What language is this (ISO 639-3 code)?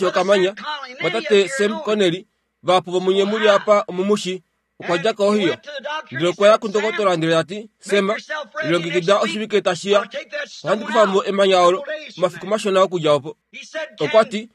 kua